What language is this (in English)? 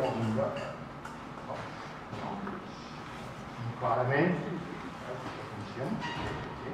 Catalan